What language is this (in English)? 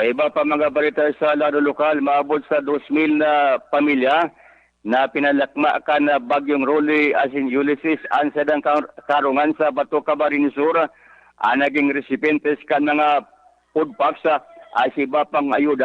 Bikol